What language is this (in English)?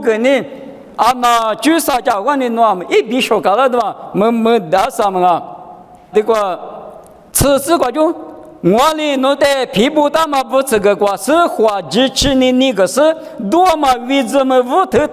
Lisu